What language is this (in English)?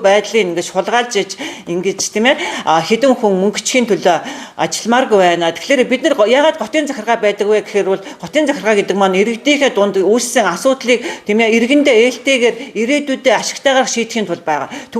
Mongolian